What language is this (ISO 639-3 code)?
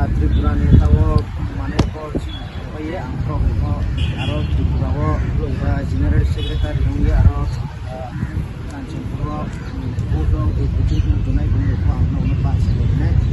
ria